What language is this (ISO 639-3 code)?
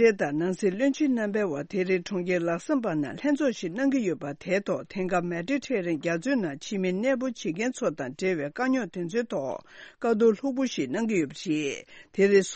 bod